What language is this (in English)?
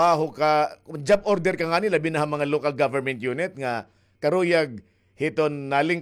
Waray